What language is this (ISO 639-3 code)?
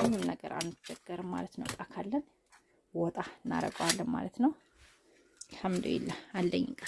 amh